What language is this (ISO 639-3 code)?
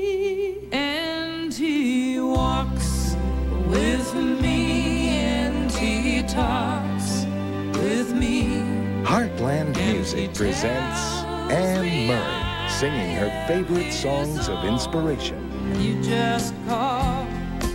eng